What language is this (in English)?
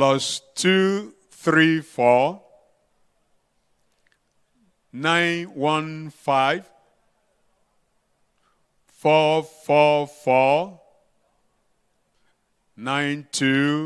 Cebuano